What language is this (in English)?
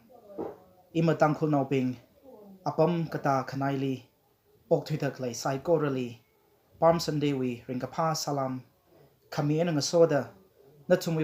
Tangkhul Naga (India)